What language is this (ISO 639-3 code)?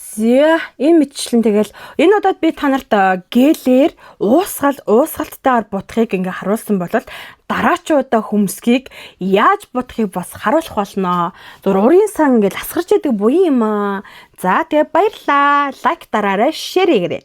mon